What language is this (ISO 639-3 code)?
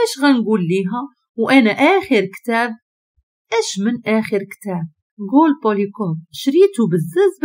ary